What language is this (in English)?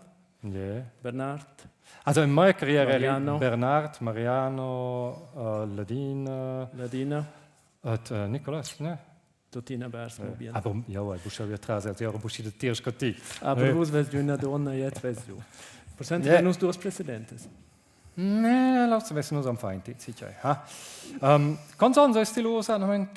Romansh